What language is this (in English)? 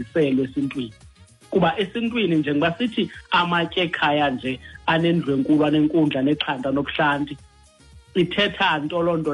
Xhosa